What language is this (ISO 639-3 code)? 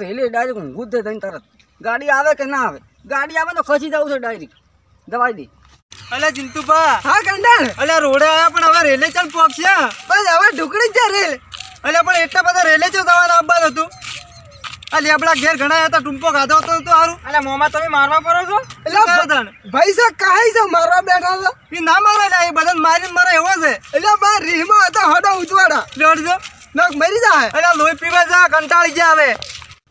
guj